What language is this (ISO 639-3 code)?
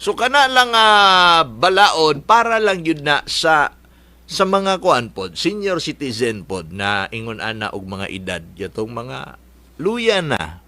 ceb